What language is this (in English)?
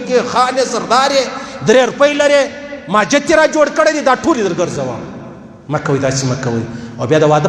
Pashto